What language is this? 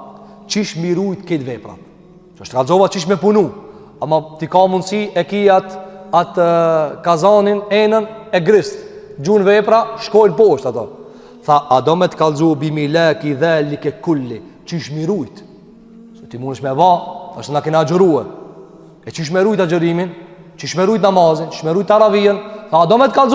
Albanian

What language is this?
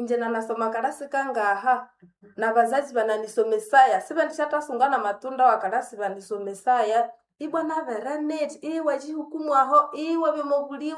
Nande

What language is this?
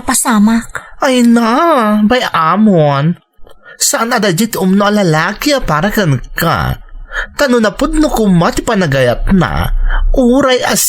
Iloko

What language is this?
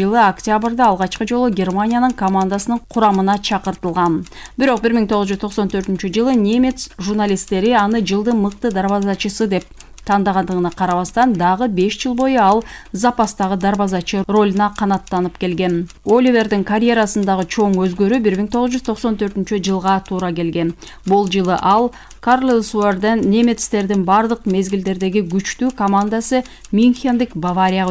Kyrgyz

